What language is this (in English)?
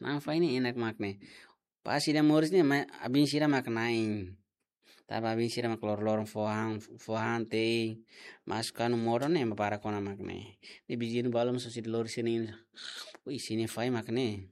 Tetum